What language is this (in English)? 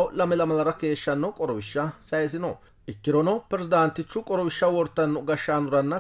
Sidamo